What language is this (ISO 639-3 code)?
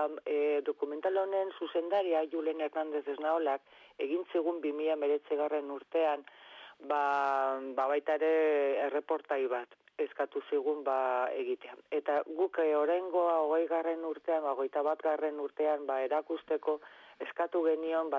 eus